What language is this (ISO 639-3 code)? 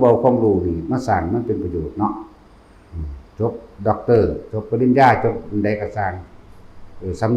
tts